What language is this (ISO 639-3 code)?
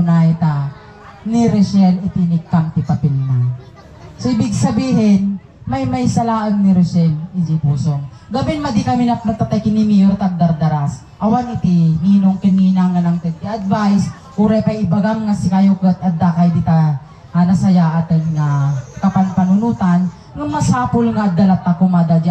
ilo